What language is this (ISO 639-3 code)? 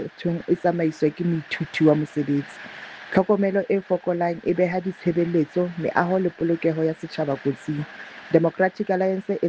sot